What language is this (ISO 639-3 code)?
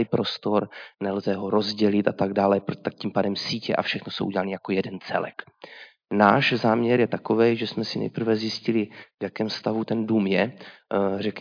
ces